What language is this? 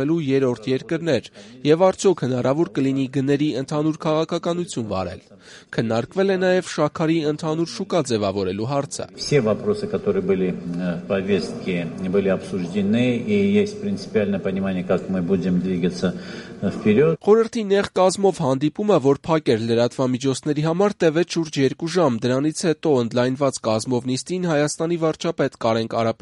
Armenian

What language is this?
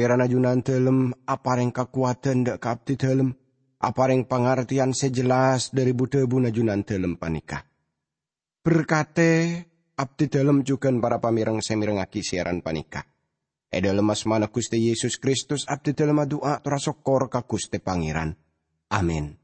Madurese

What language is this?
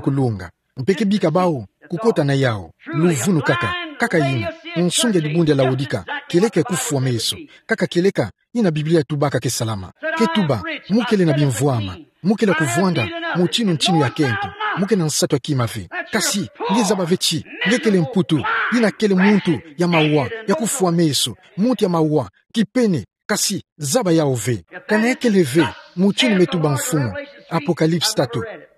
Kituba (Democratic Republic of Congo)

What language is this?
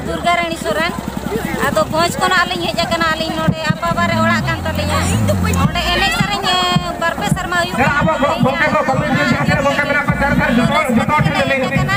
Santali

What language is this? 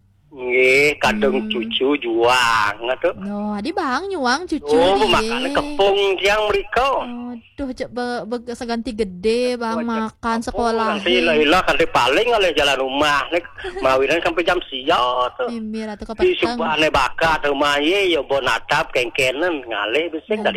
Balinese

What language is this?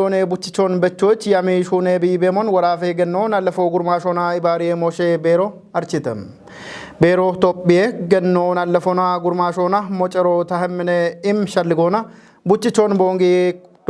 Kafa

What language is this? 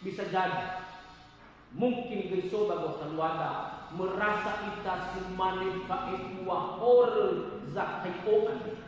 Nias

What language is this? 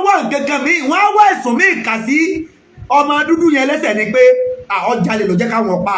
Yoruba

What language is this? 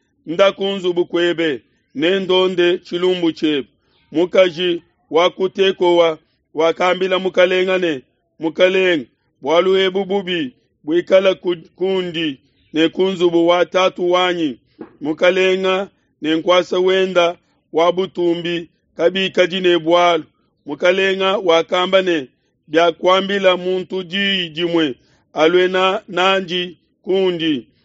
Luba-Lulua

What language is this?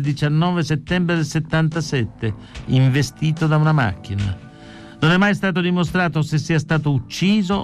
Italian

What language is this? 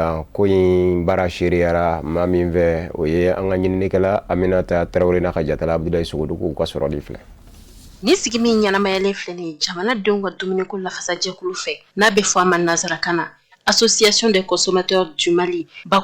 Bambara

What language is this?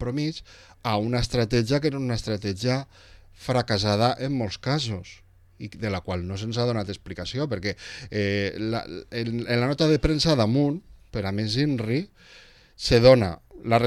Catalan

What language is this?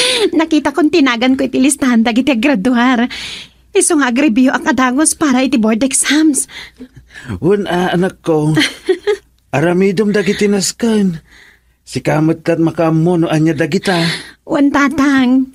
Iloko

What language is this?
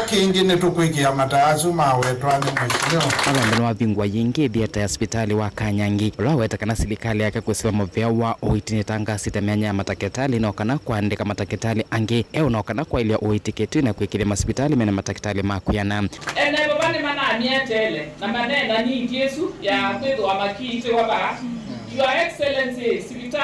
Kamba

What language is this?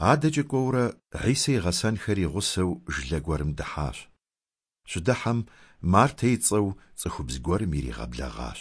Kabardian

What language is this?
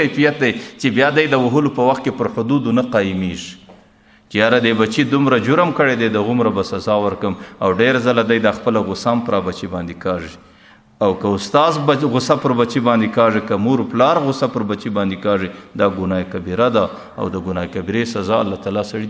Pashto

